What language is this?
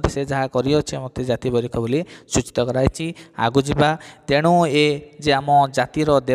Odia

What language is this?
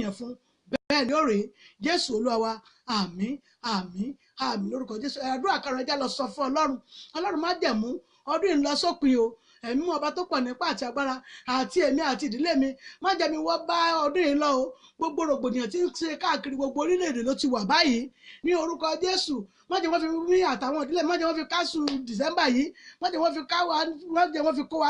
Yoruba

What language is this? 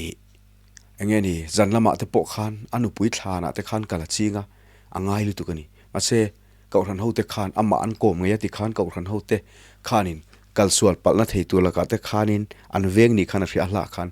Mizo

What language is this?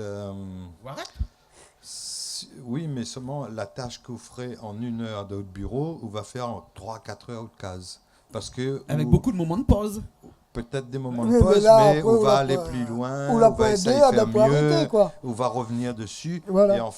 Réunion Creole French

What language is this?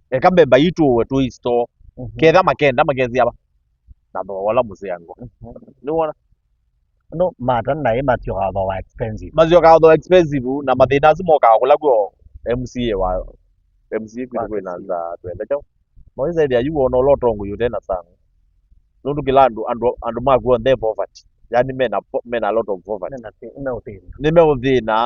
Kamba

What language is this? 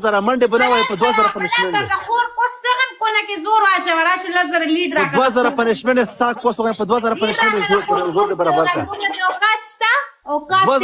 Pashto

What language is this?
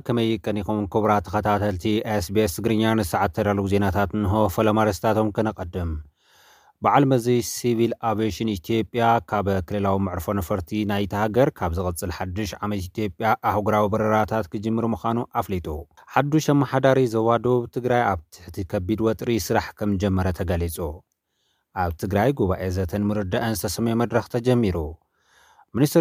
Tigrinya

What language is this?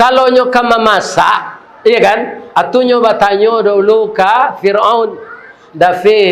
Minangkabau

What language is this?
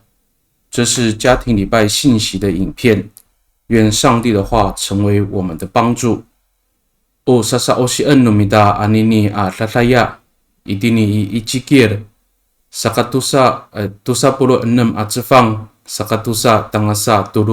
Amis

